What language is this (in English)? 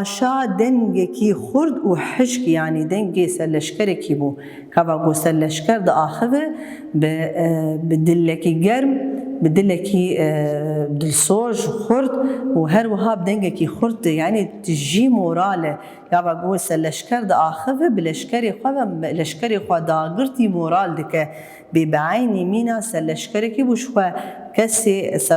Kurdish